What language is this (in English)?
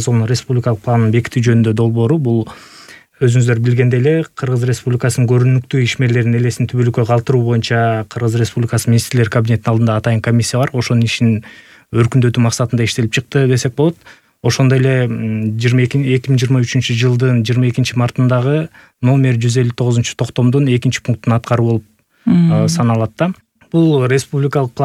Kyrgyz